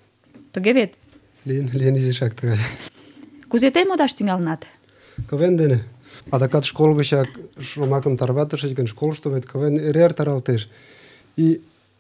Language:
Mari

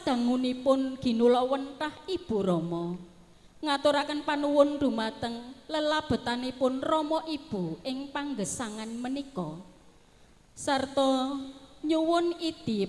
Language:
Javanese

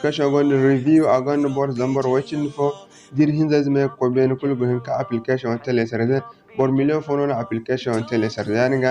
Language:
Zarma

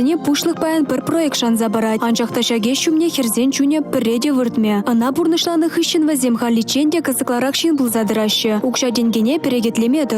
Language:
Chuvash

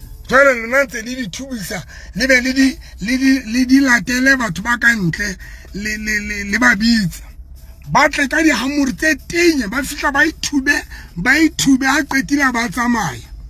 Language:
Southern Sotho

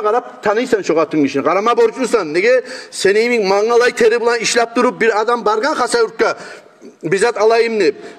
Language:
Kumyk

